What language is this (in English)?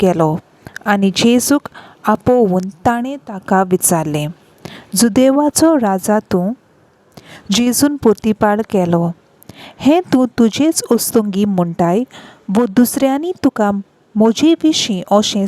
Konkani